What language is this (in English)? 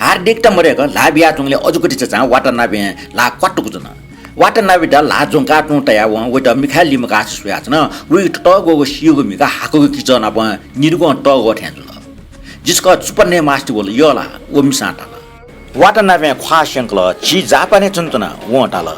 Newari